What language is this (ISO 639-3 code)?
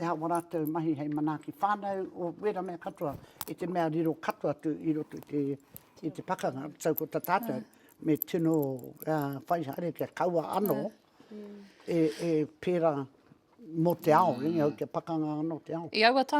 mri